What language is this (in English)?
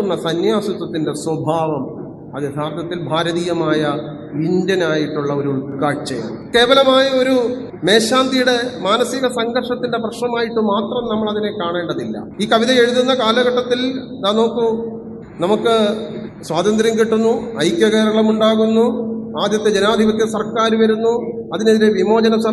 Malayalam